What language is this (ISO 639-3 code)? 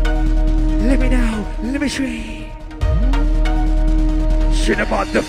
vie